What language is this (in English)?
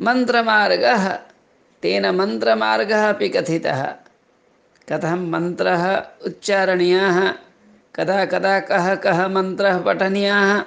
Sanskrit